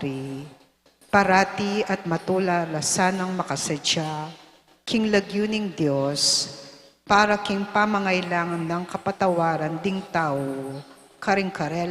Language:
Pampanga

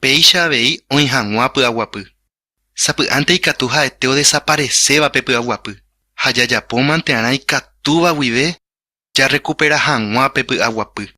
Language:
Guarani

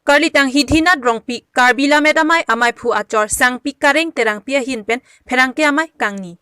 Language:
Karbi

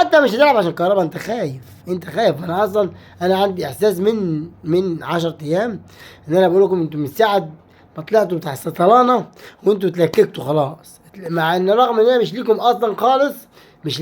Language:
Egyptian Arabic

